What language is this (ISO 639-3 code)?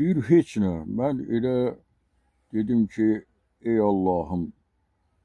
aze